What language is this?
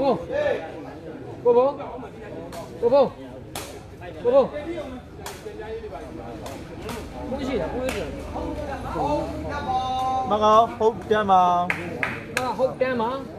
Burmese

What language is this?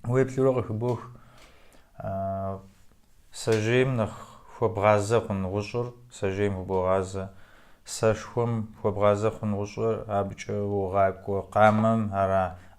Kabardian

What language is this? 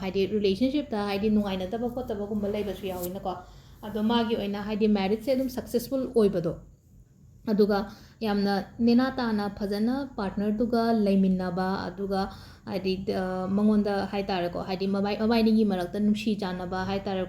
Manipuri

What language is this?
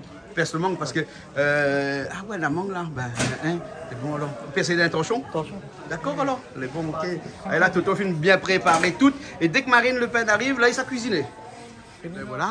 Réunion Creole French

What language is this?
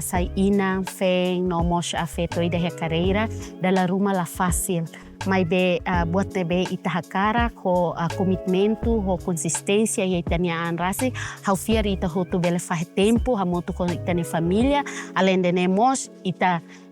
Tetum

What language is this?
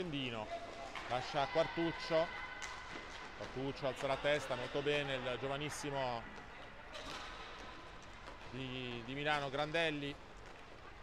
Italian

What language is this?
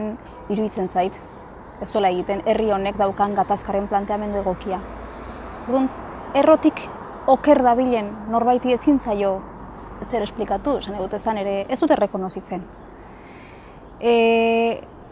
Basque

